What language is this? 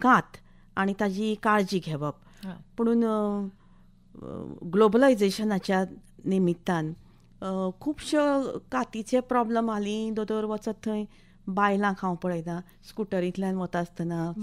Konkani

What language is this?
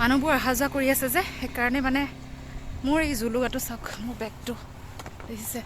Assamese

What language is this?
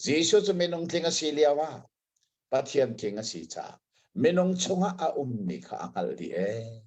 Hakha Chin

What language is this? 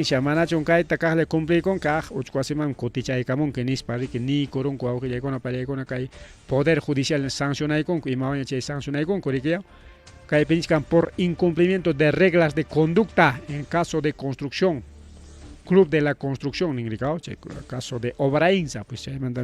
Ayacucho Quechua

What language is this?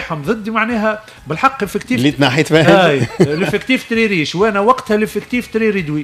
Tunisian Arabic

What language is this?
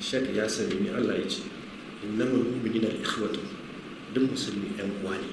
Hausa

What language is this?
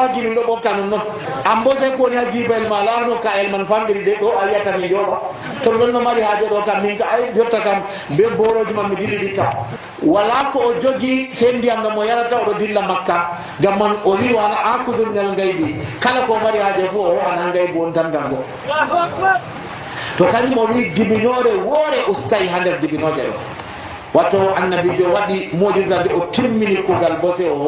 Nigerian Fulfulde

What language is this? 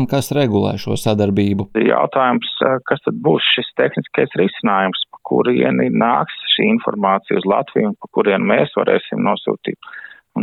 Latvian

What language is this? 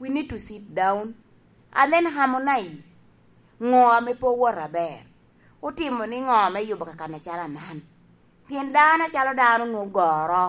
Lango (Uganda)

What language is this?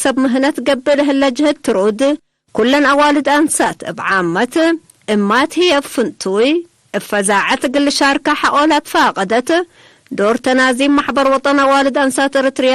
Tigre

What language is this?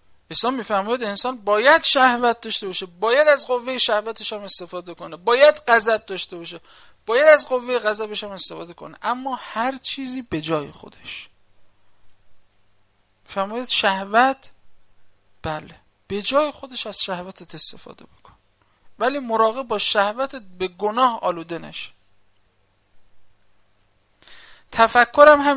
Persian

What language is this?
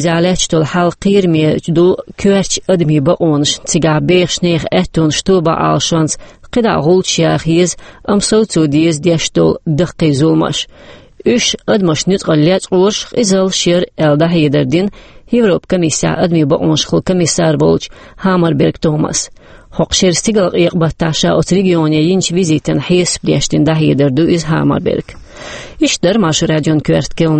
Chechen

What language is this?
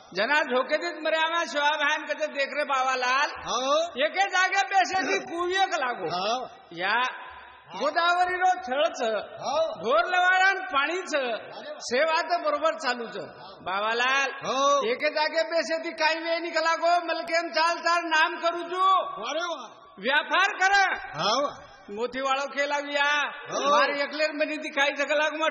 Lambadi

